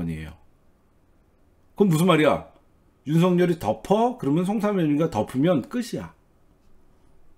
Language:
Korean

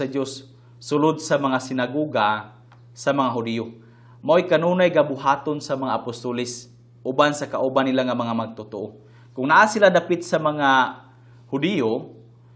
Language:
Cebuano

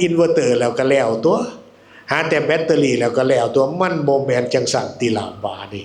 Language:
Northeastern Thai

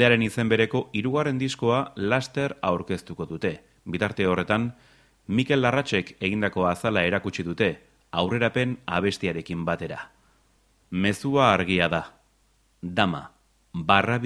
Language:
Basque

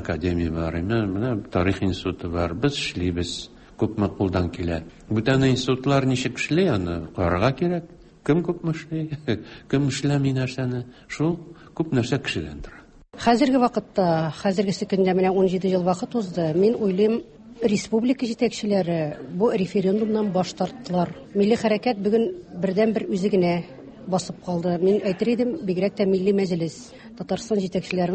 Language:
Tatar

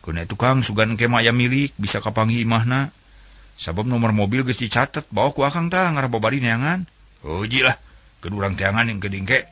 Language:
Sundanese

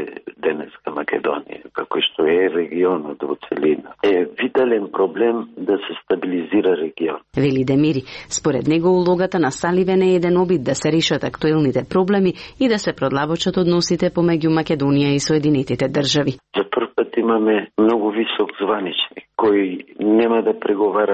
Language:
Macedonian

